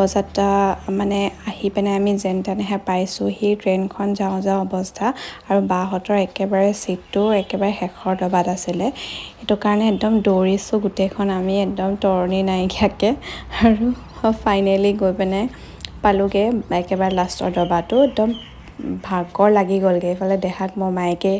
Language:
Assamese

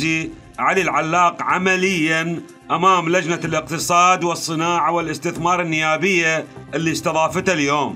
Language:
Mesopotamian Arabic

